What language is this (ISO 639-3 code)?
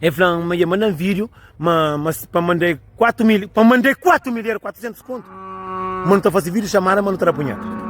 kea